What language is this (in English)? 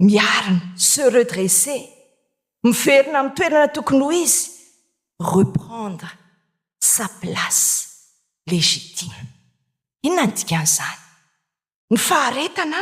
Malagasy